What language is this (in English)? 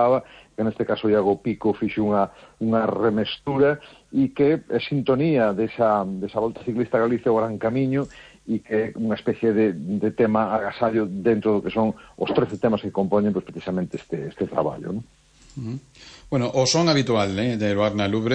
Galician